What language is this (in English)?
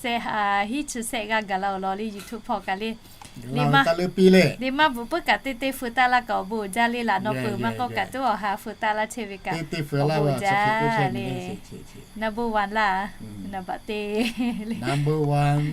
Lahu